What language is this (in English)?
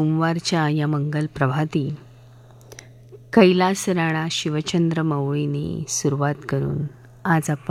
Marathi